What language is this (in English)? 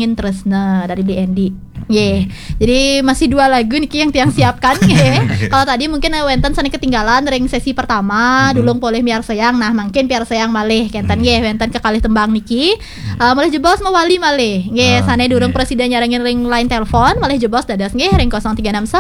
Balinese